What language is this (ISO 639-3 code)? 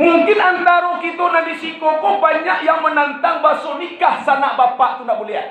min